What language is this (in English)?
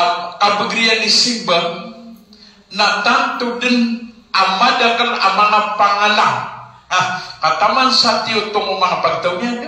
Maranao